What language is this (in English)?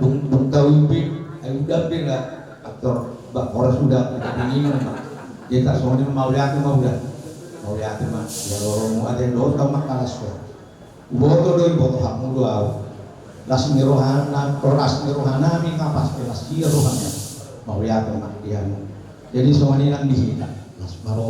Batak Toba